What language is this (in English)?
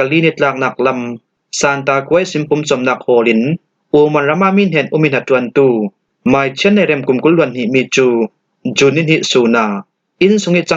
Falam Chin